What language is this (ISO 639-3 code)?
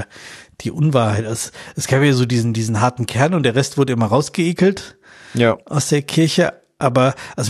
deu